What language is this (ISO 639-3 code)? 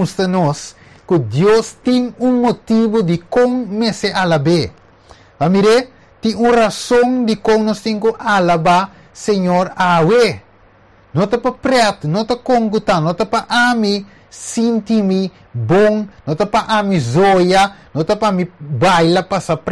pap